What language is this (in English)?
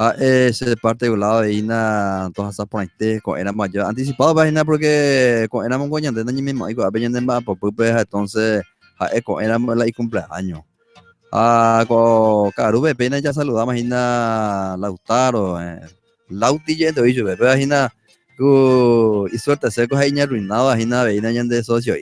Guarani